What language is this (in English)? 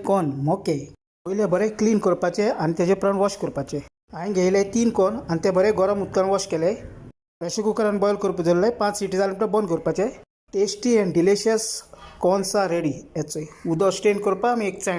Konkani